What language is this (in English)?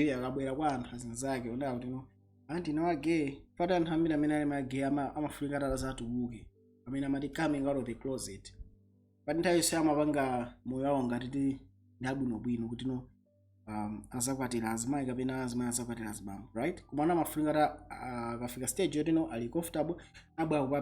Nyanja